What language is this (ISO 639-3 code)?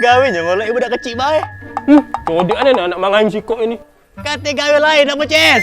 mui